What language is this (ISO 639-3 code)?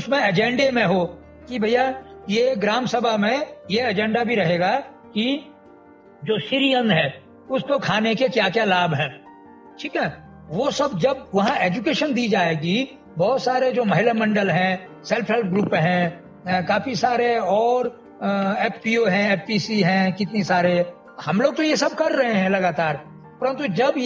hin